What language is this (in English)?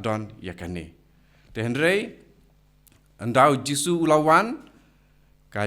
Khasi